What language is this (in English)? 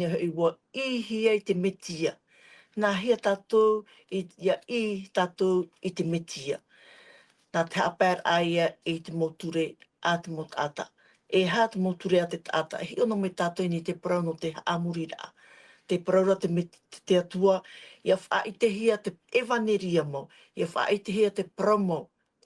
Tahitian